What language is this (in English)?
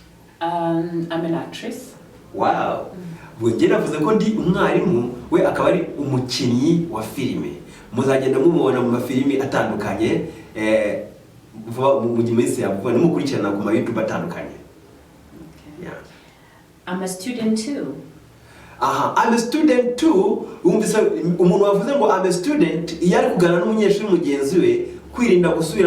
Kinyarwanda